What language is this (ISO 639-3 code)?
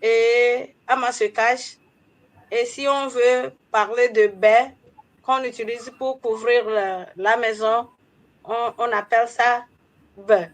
ewe